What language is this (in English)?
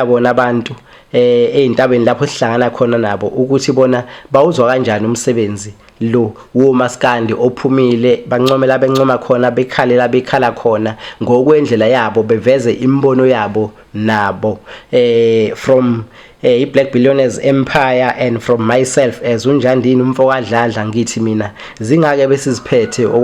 Zulu